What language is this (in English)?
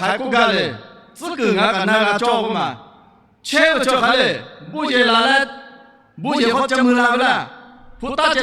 Lahu